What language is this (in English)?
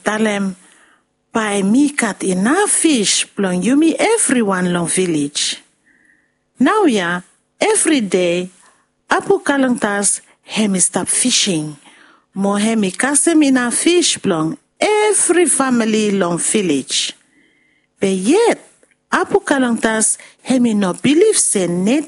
Bislama